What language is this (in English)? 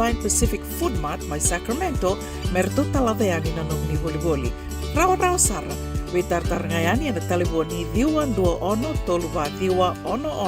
Fijian